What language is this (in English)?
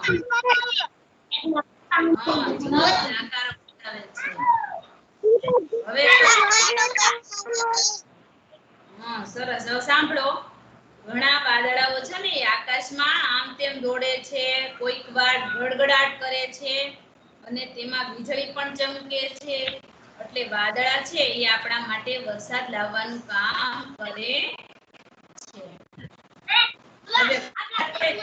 Gujarati